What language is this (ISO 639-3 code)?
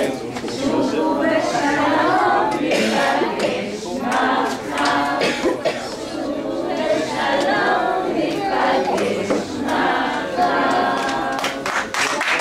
heb